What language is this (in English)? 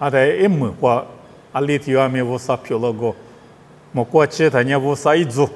Lisu